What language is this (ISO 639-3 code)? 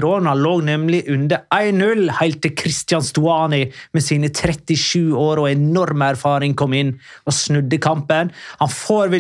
nor